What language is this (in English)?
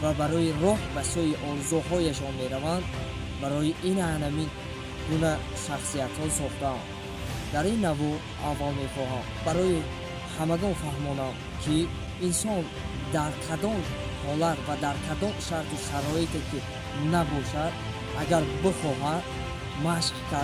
Tajik